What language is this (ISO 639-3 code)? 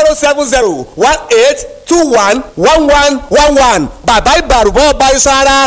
yor